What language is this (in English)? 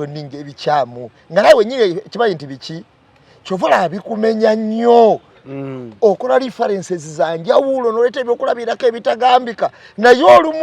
Ganda